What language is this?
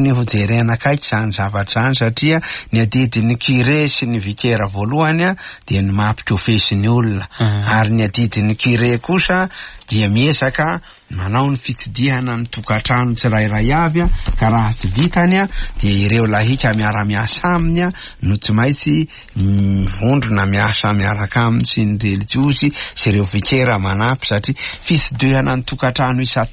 Malagasy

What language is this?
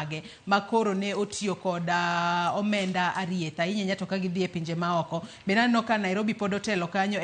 Luo (Kenya and Tanzania)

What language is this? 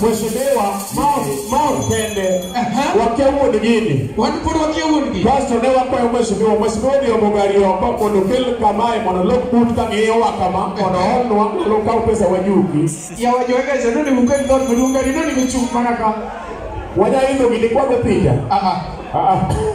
Luo (Kenya and Tanzania)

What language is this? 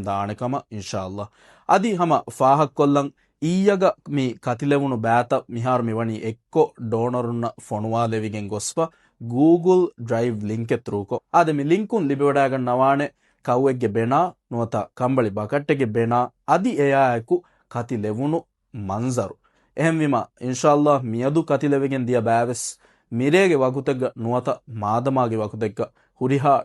Divehi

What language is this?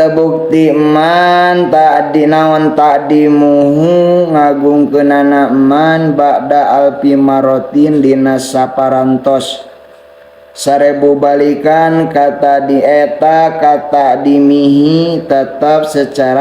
Sundanese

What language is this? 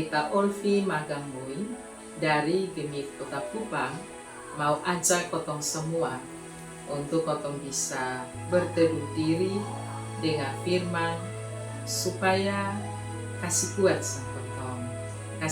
Kupang Malay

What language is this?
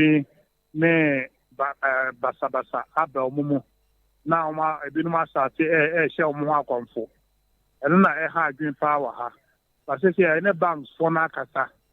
Akan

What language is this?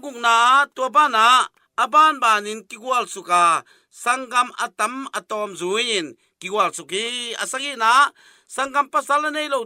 Tedim Chin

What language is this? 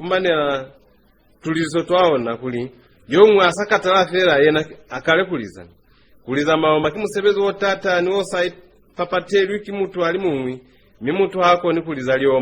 Lozi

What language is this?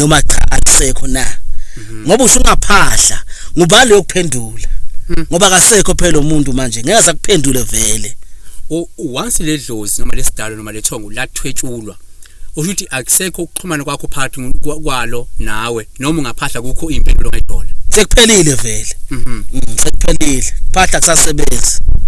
Zulu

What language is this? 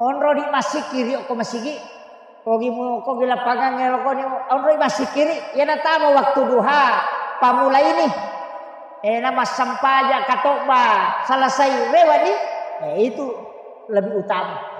Buginese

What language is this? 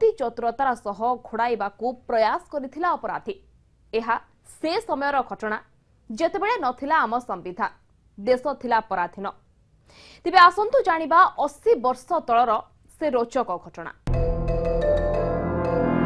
Odia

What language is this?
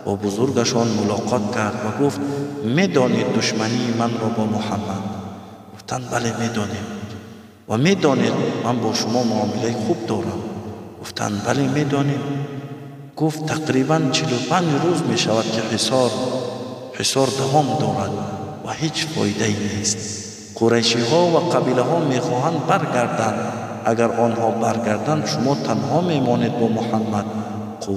Tajik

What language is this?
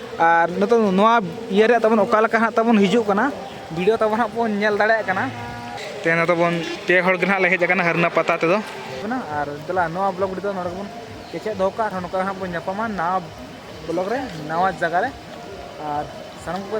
Santali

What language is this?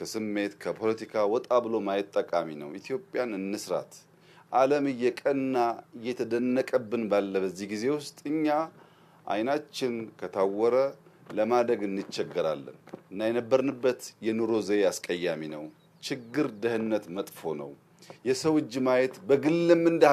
Amharic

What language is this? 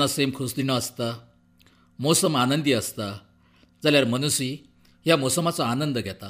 Konkani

